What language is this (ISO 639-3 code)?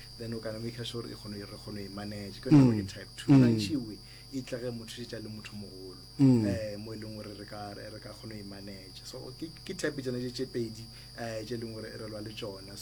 nso